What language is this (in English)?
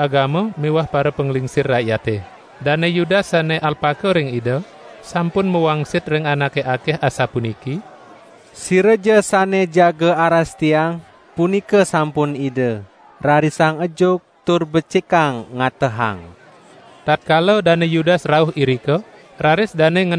Balinese